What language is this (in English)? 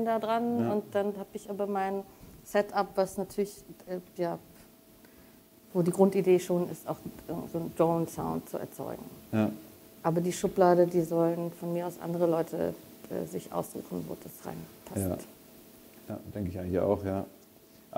German